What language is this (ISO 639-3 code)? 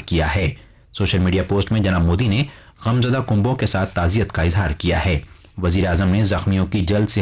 urd